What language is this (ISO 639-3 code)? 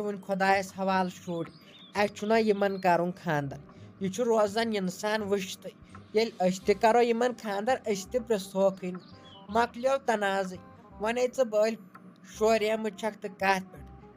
kas